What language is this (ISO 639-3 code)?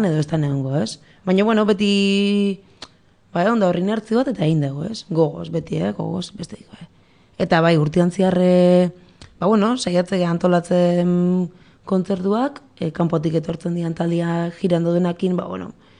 eus